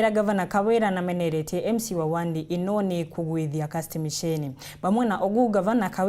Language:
Meru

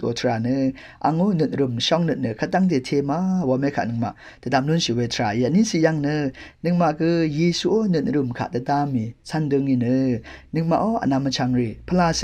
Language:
Rawang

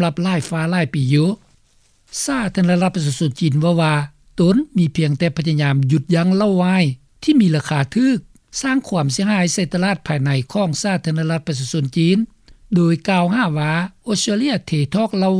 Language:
Lao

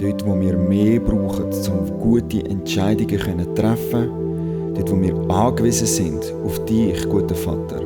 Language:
Swiss German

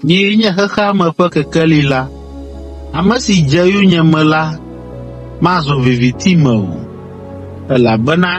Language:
Ewe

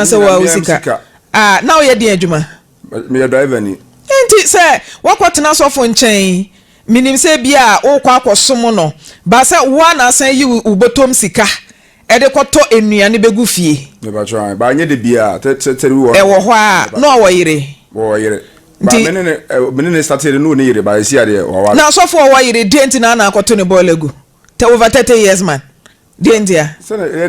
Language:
Akan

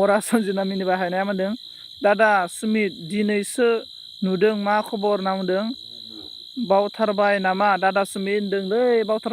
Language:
Bodo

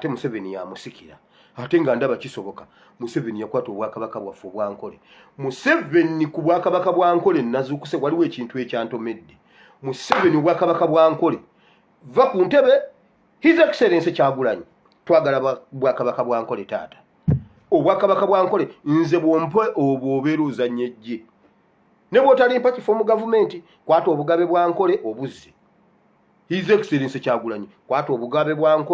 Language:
Ganda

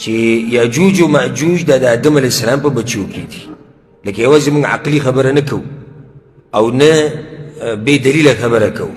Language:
Pashto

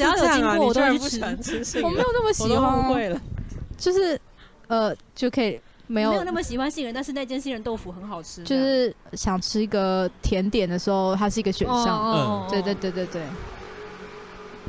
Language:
Chinese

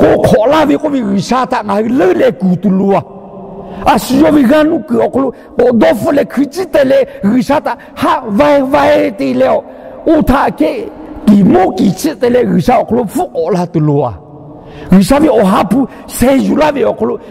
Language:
Lahu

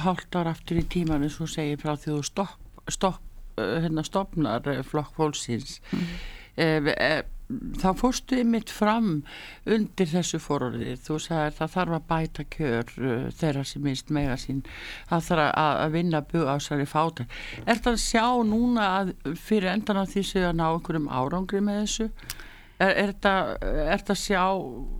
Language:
Icelandic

